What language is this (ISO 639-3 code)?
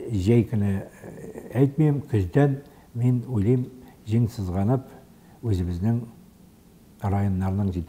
tat